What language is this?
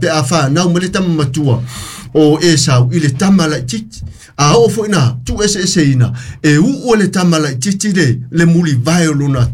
Samoan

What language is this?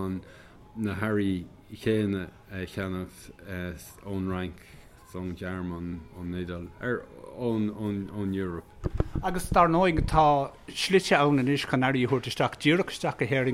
Irish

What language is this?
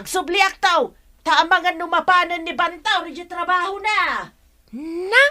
Iloko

